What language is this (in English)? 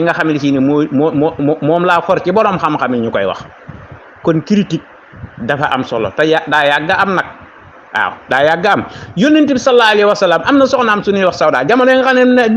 Wolof